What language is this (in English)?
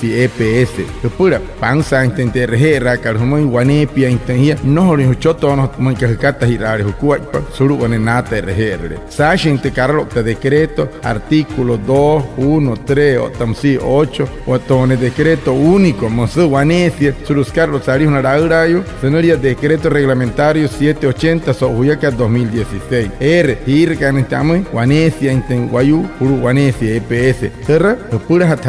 Wayuu